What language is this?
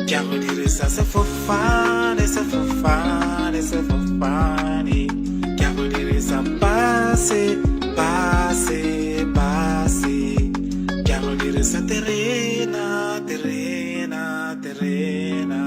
Tswana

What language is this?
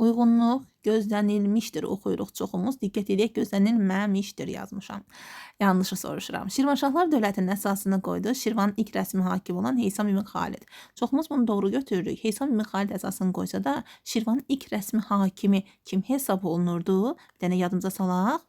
Azerbaijani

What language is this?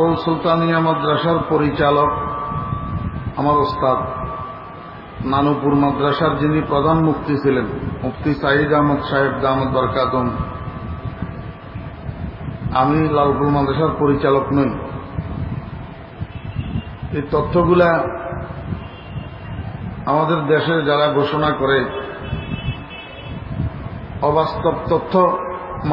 Bangla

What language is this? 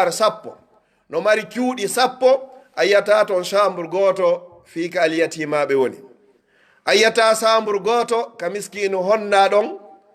Pular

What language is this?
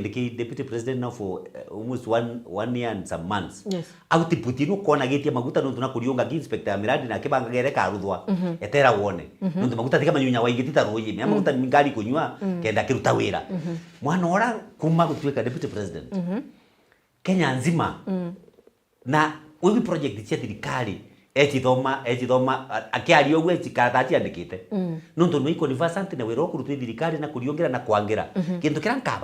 Meru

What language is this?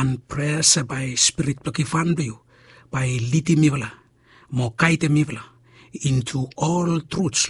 Bislama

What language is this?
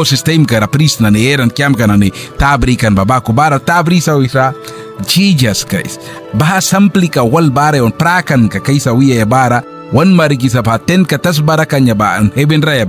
Mískito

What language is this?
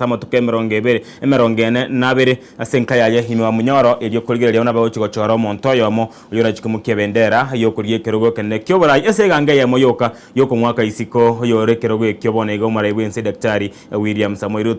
Gusii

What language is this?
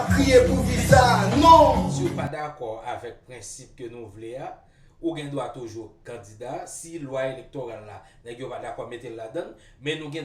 Haitian Creole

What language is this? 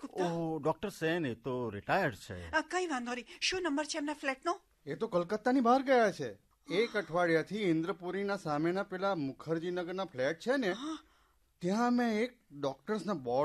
Gujarati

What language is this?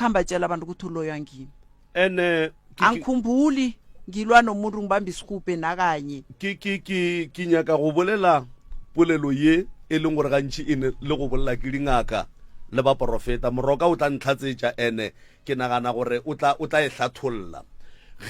Northern Sotho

